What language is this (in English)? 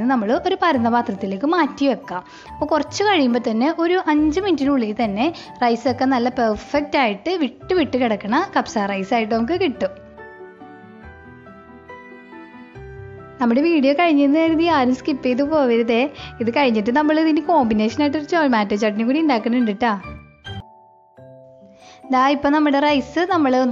Malayalam